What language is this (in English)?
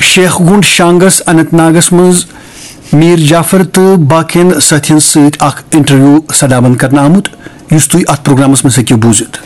Kashmiri